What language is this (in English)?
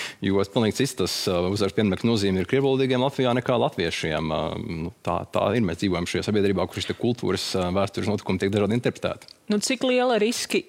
Latvian